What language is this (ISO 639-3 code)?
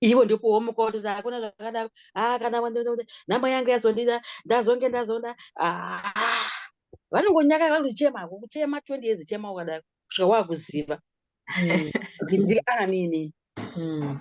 sna